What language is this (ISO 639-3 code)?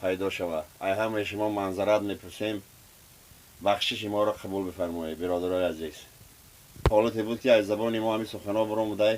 tgk